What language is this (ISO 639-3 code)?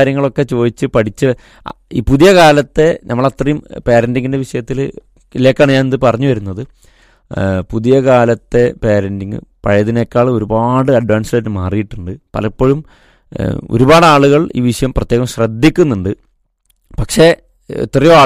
mal